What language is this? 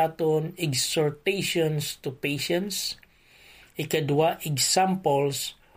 Hiligaynon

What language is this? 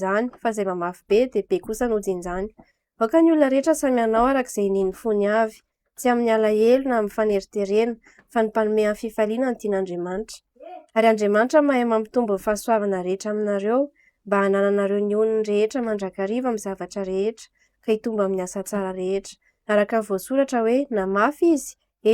Malagasy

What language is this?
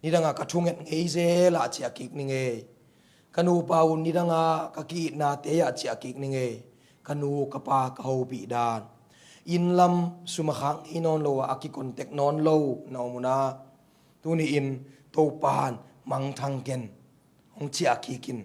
Tedim Chin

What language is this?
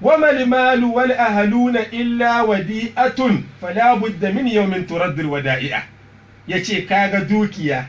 Hausa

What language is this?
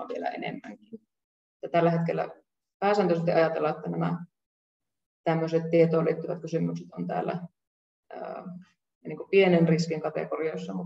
Finnish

